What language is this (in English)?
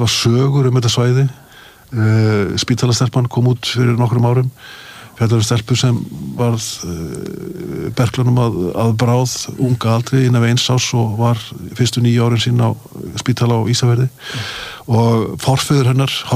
Icelandic